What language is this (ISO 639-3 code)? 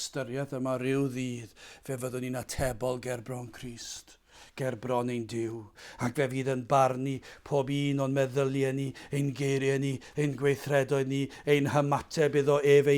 cym